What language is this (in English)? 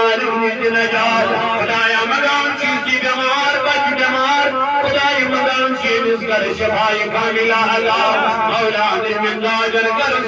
Kashmiri